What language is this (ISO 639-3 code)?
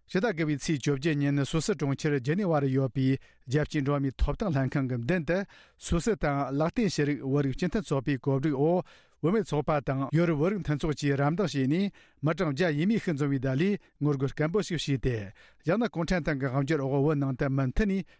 bod